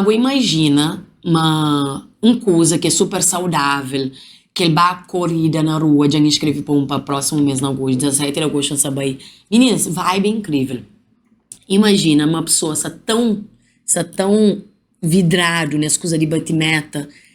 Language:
Kabuverdianu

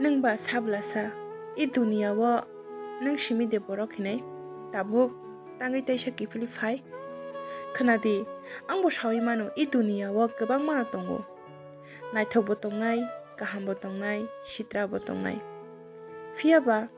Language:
Kok Borok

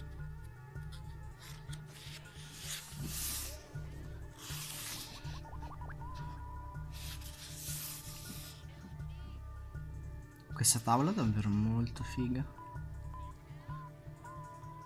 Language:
Italian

